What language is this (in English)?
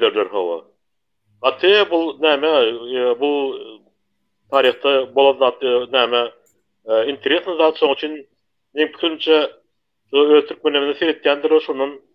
Turkmen